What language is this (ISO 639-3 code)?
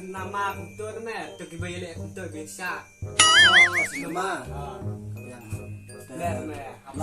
kha